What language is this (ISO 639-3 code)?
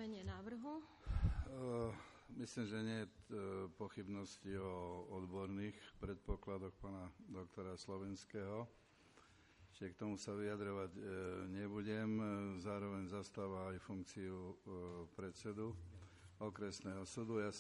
slk